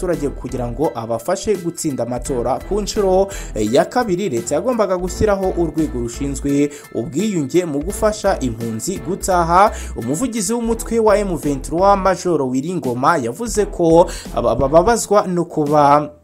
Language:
Kinyarwanda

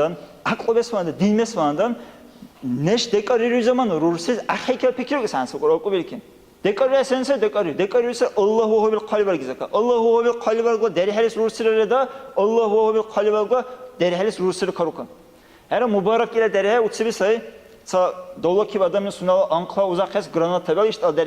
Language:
Dargwa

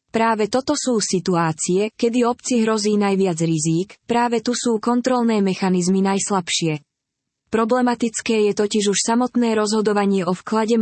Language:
Slovak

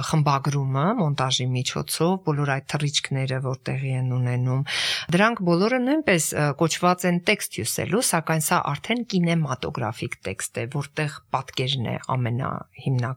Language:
Armenian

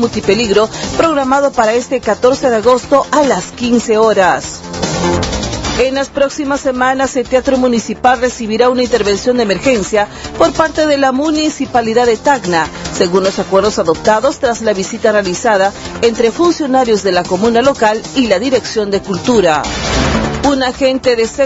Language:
Spanish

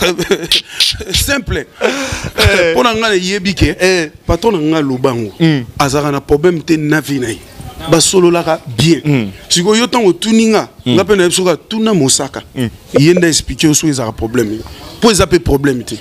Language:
Lingala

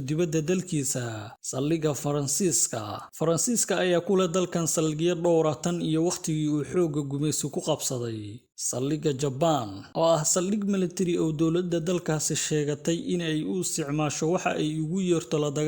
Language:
Somali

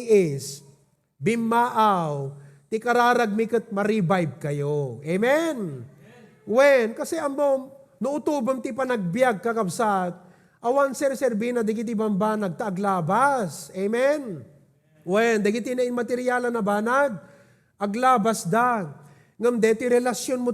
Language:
Iloko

